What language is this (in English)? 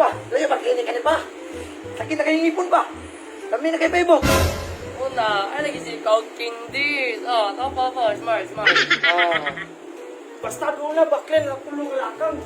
Cebuano